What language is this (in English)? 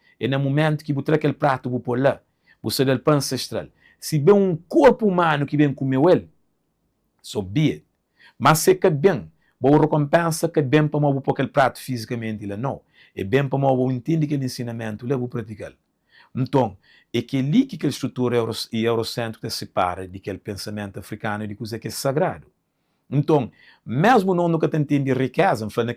Kabuverdianu